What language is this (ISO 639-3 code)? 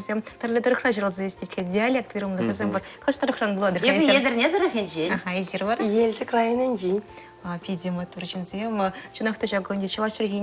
chv